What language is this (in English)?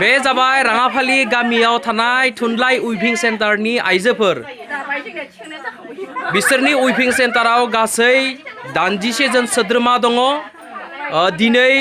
Bodo